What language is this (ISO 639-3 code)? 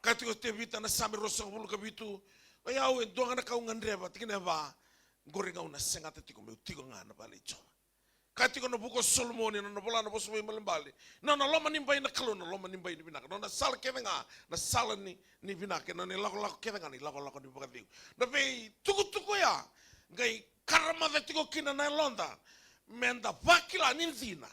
fij